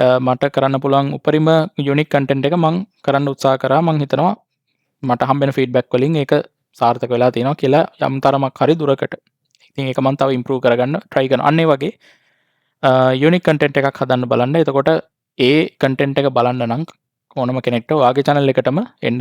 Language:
Sinhala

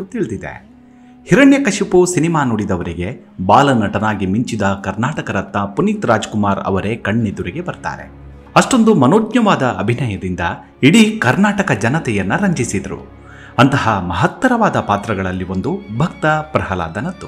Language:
Kannada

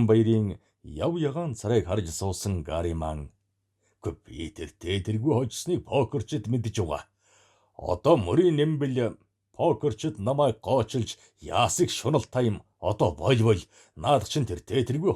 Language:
Mongolian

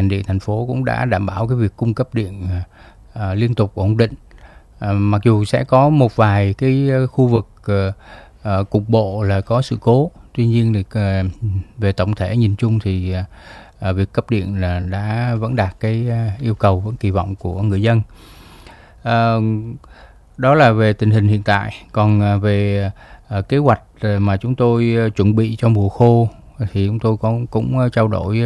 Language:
Vietnamese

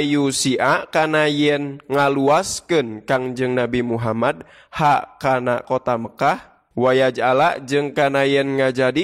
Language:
Sundanese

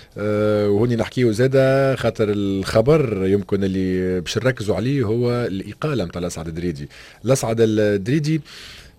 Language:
Tunisian Arabic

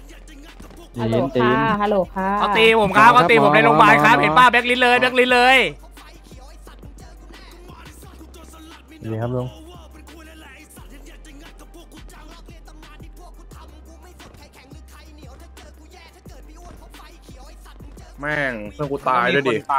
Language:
Thai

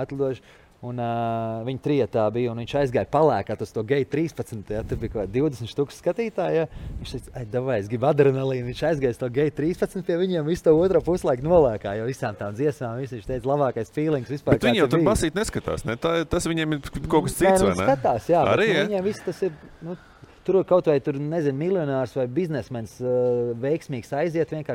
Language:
Latvian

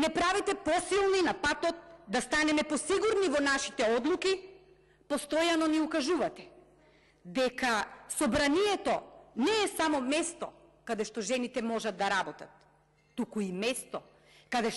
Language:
Macedonian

